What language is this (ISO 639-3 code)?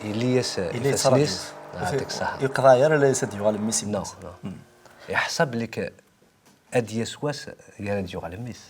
kab